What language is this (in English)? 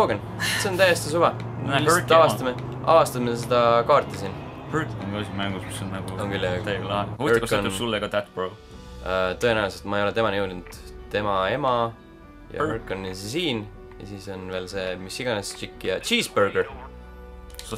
Estonian